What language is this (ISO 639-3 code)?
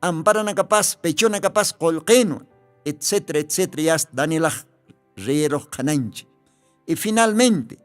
aym